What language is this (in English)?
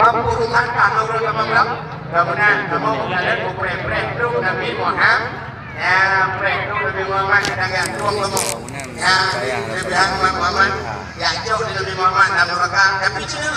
Achinese